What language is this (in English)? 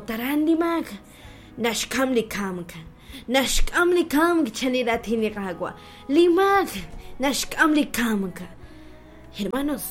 Kekchí